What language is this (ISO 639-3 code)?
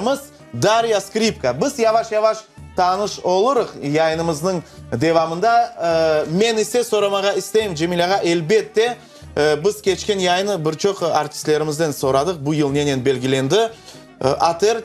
crh